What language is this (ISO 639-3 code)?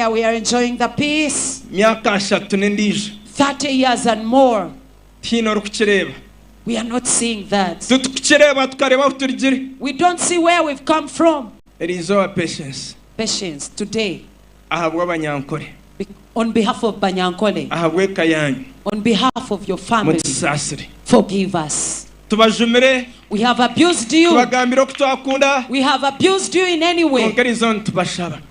nyn